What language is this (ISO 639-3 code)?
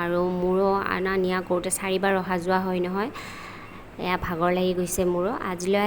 asm